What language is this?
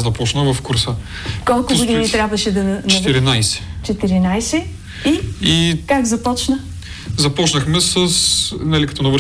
Bulgarian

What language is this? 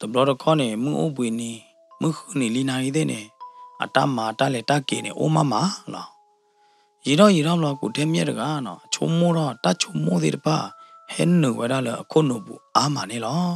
S'gaw Karen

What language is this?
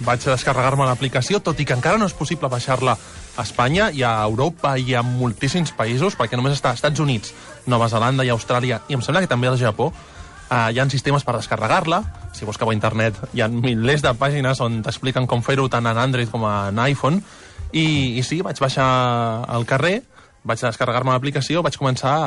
Catalan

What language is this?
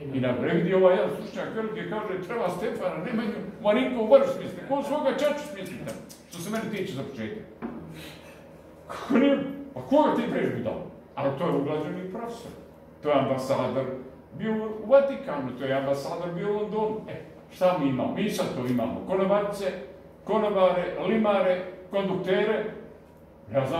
Serbian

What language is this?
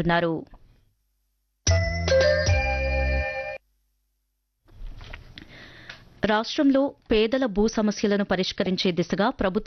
Telugu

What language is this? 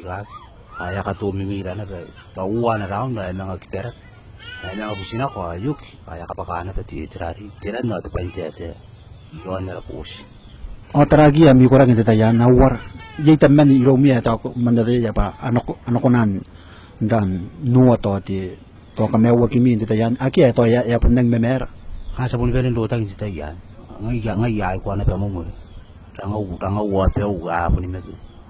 Gilbertese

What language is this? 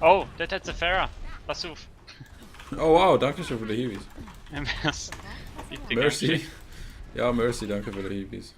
Swiss German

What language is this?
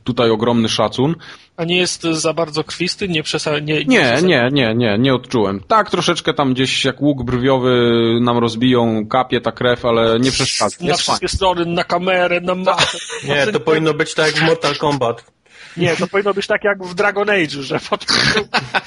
Polish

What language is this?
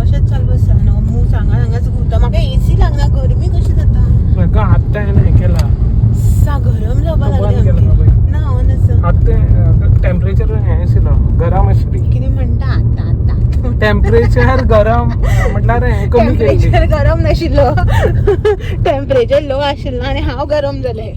Konkani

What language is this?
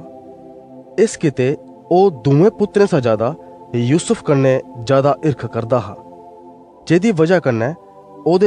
Dogri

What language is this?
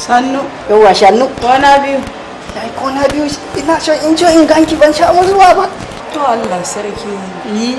Hausa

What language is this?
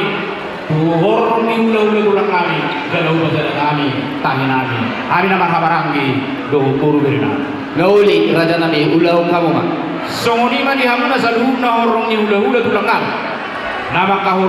Batak Toba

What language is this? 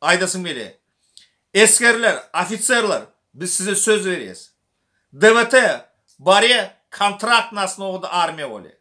Turkmen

